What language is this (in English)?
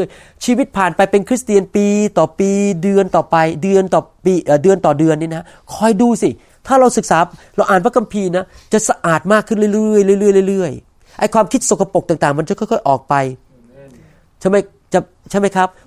Thai